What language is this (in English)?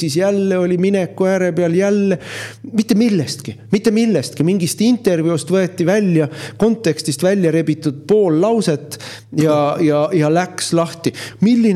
Estonian